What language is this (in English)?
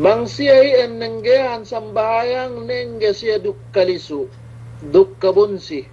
Yakan